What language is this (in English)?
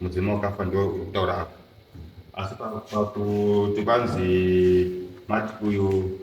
Shona